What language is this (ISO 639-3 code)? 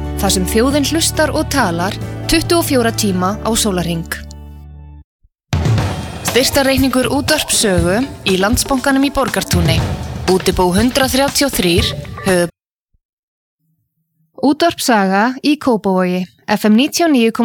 isl